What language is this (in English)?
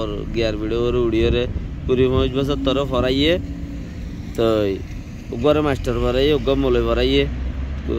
Rohingya